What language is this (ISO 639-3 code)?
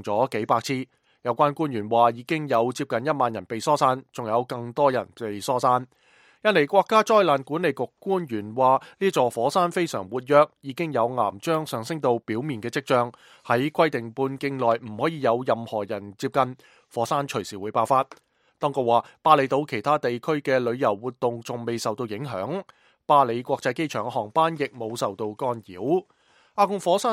yue